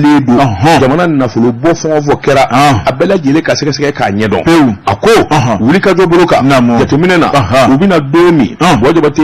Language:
Bambara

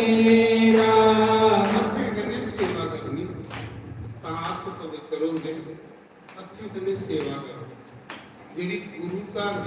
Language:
Dogri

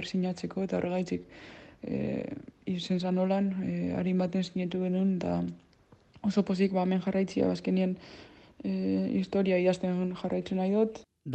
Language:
Basque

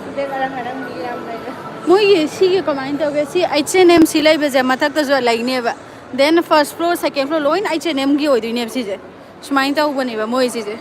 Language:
Manipuri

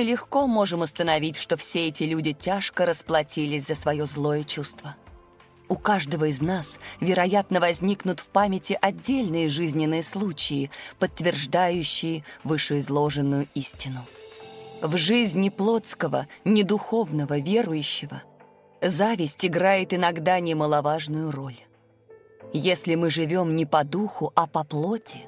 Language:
Russian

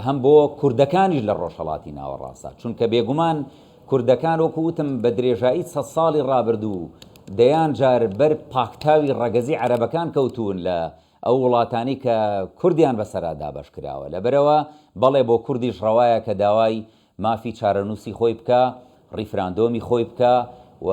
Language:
Central Kurdish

